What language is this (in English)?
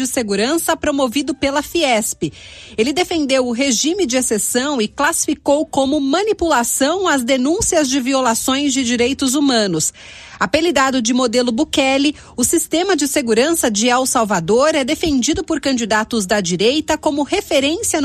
Portuguese